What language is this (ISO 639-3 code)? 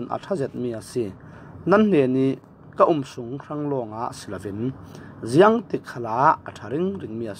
cfm